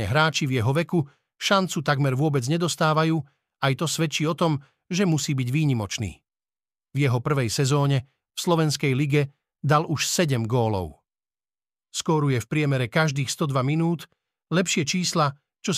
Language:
Slovak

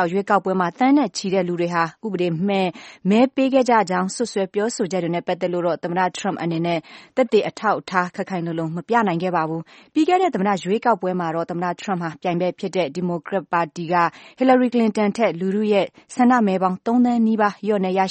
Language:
Burmese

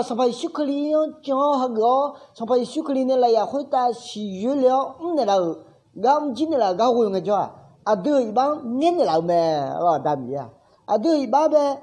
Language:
Akha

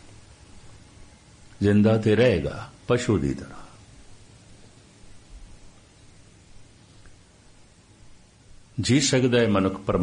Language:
Punjabi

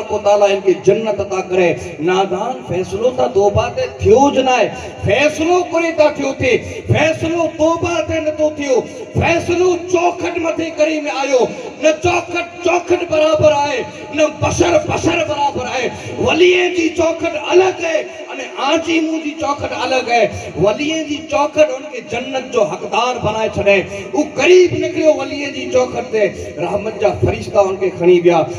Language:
Sindhi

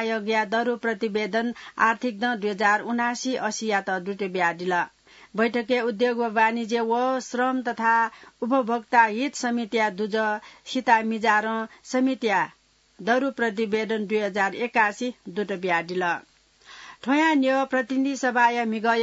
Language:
Newari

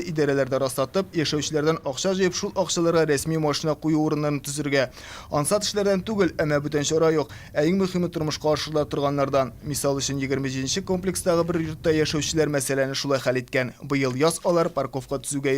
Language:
Tatar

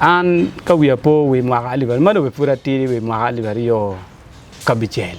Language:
Acoli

